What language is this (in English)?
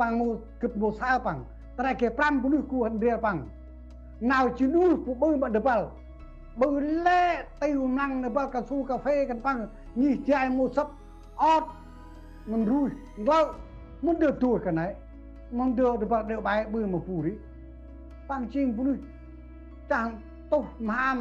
Central Mnong